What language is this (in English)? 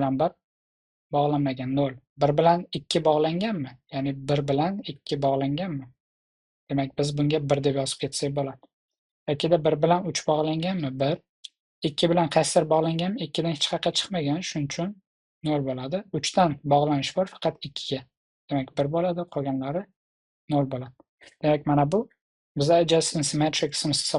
Uzbek